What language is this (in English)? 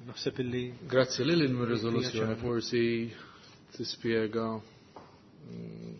Maltese